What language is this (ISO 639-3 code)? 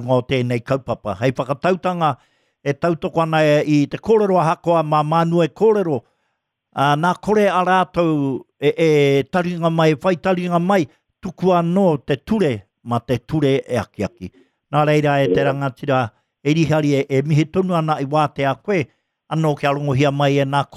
mri